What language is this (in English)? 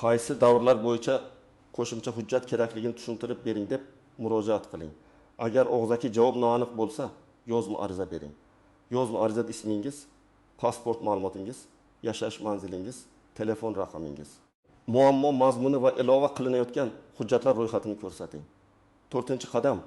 Uzbek